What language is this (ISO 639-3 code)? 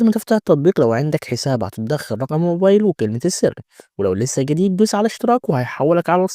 arz